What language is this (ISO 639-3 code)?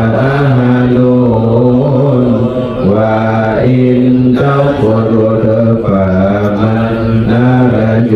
ace